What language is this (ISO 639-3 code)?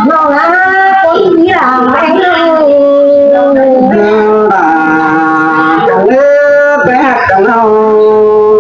vie